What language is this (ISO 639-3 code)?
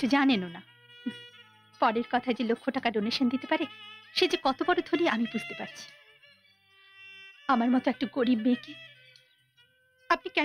ben